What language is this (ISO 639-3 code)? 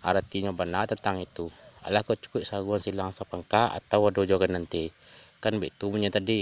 min